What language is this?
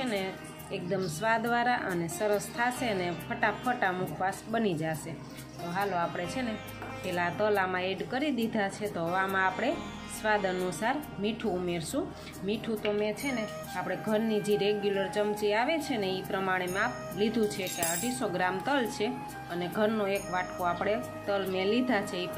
Gujarati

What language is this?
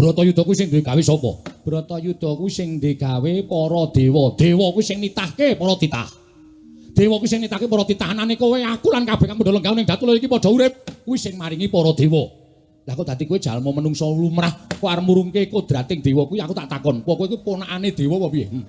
Javanese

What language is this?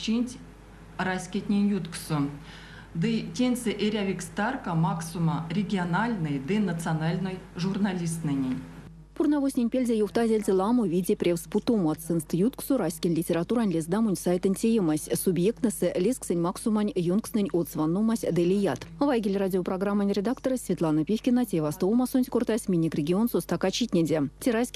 Erzya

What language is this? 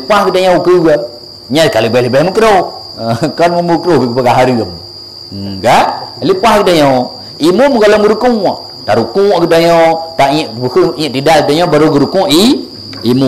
Achinese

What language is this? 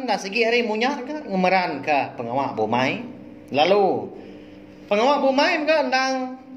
Iban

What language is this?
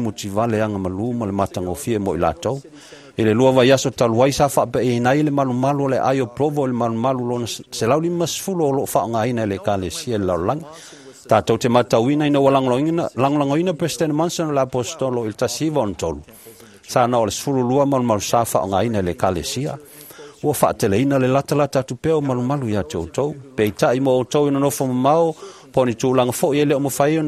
Samoan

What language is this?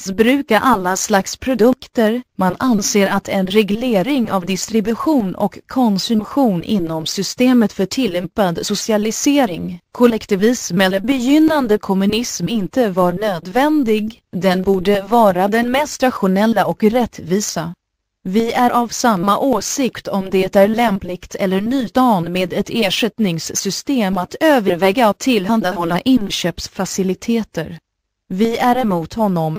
Swedish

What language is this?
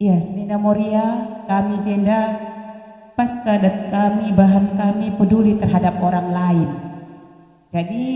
Batak Karo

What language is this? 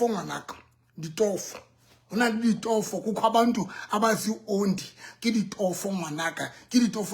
Southern Sotho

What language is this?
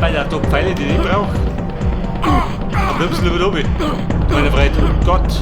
Bavarian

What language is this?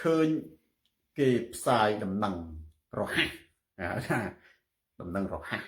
Khmer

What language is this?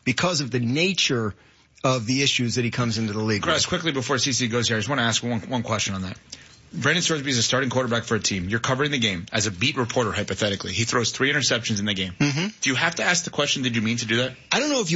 English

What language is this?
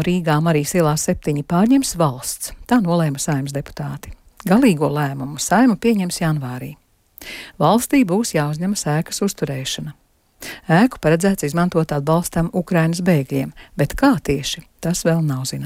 Latvian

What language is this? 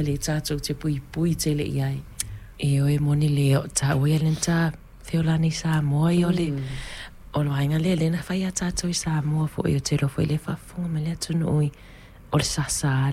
Samoan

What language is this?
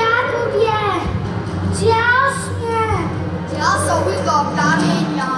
Upper Sorbian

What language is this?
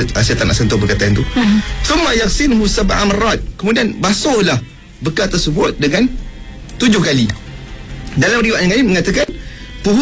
Malay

